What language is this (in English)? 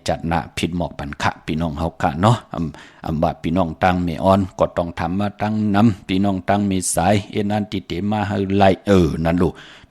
Shan